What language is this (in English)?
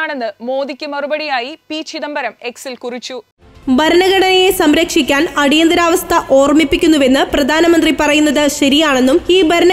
Malayalam